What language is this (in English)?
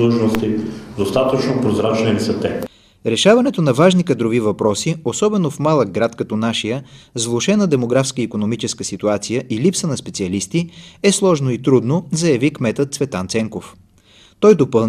Bulgarian